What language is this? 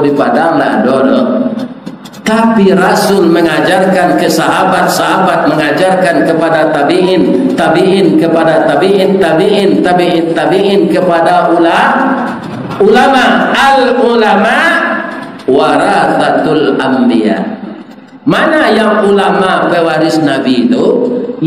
Minangkabau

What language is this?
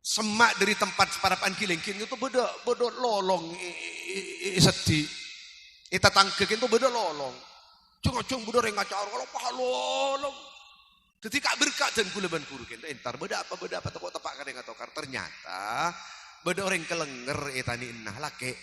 Madurese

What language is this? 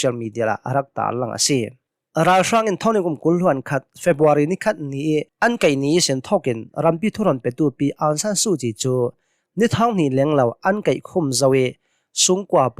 Hakha Chin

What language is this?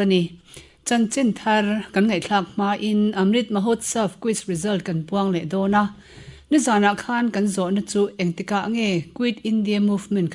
Mizo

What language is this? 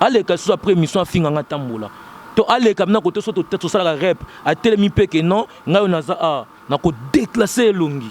Lingala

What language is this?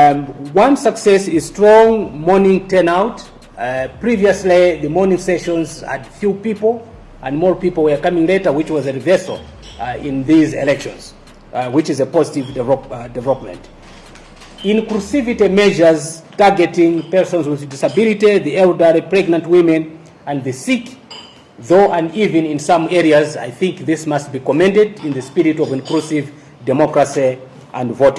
Nyanja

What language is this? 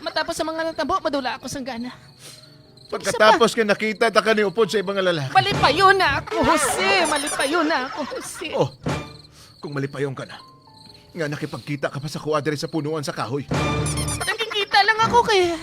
Hiligaynon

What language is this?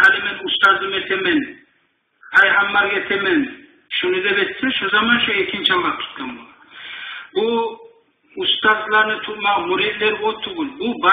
Kumyk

